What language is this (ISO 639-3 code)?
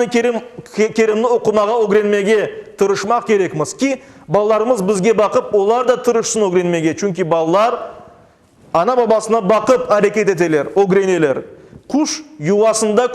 crh